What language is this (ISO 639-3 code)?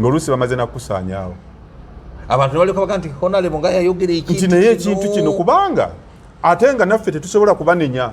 lug